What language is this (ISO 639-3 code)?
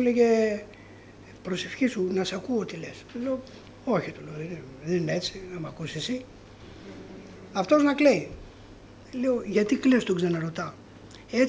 ell